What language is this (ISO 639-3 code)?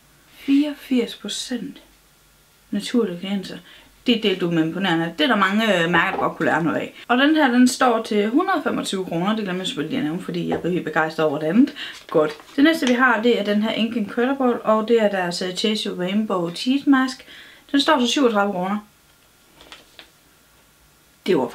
dan